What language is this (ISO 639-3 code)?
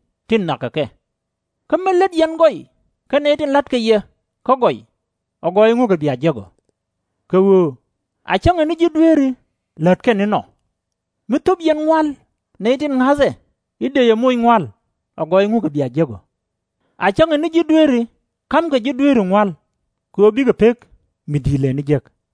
nus